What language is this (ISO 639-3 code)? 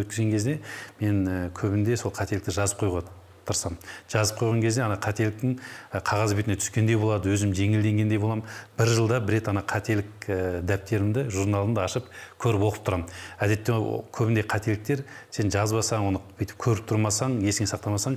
kaz